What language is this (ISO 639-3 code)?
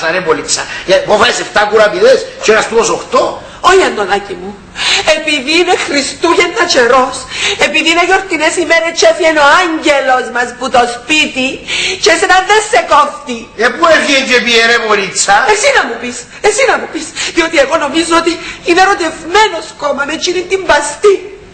ell